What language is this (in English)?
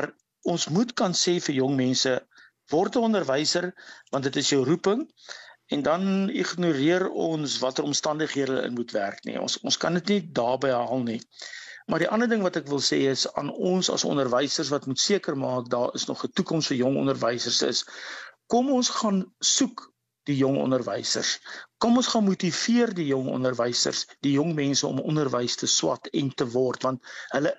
Afrikaans